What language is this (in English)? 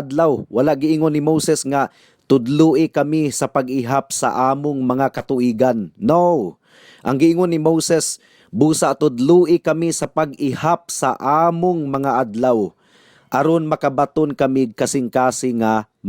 Cebuano